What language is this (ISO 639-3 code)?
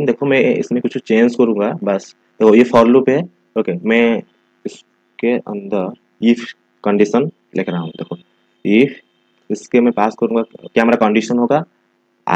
hin